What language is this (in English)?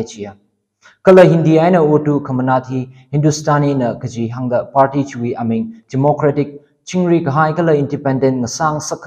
Tangkhul Naga (India)